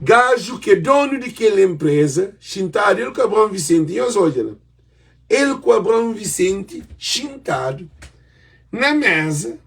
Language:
Kabuverdianu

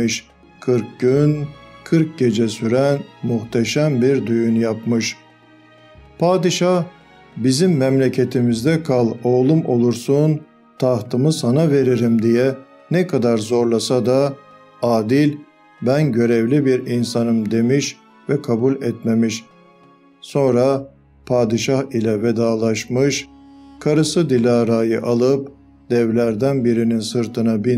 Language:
Turkish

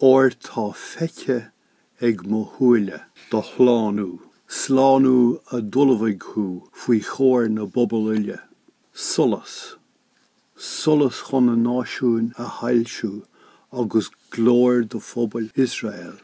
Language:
Irish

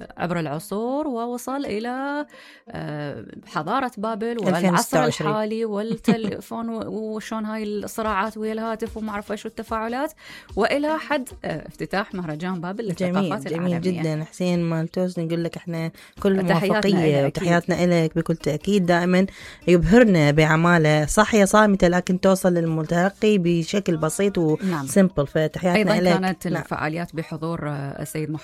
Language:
Mesopotamian Arabic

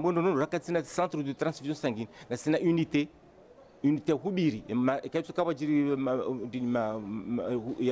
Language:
Ngazidja Comorian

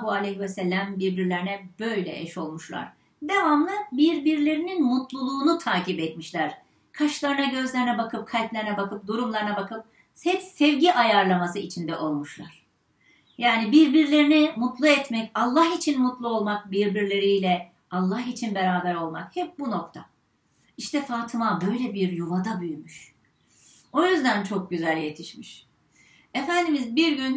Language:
Turkish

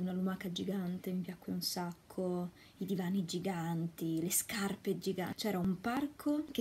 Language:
Italian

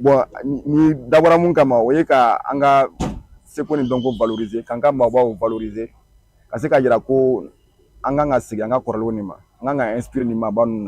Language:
Bambara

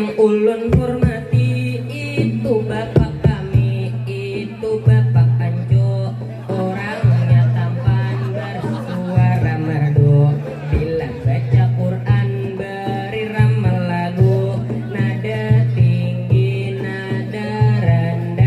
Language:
Banjar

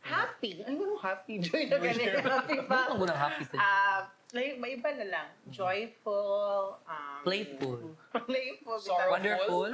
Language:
Cebuano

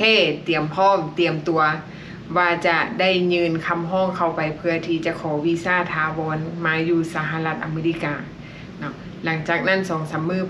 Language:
Lao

